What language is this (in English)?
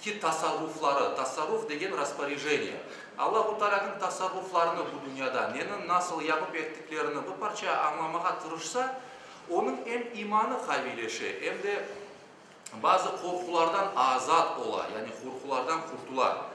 Crimean Tatar